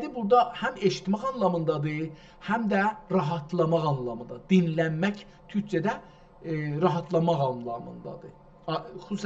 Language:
South Azerbaijani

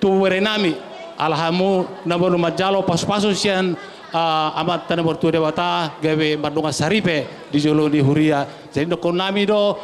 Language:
Batak Toba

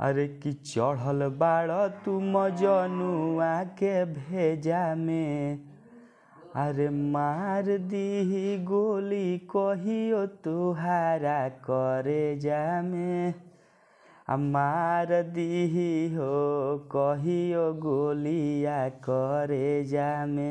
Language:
Bhojpuri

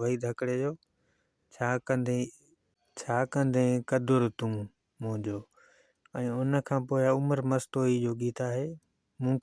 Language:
Sindhi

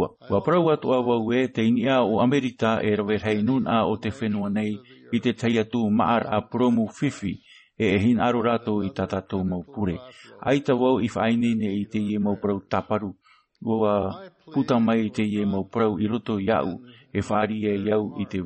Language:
Tahitian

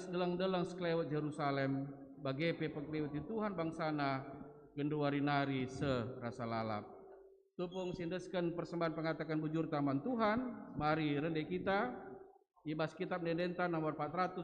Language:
Batak Karo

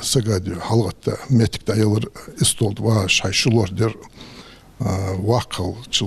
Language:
Ingush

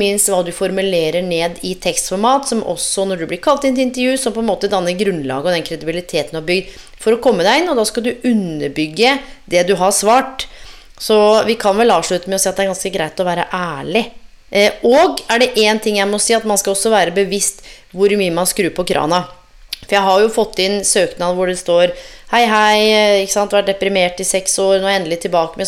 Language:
Norwegian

